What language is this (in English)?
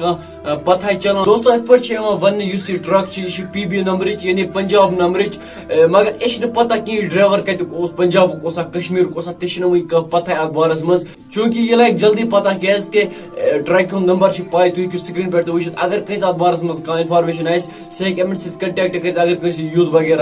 Kashmiri